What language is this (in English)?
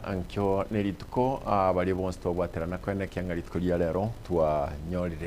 Gusii